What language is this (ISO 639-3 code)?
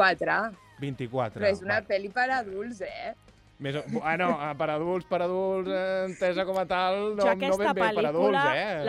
cat